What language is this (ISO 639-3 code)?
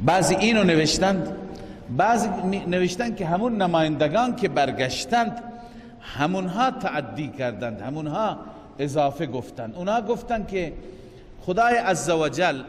fas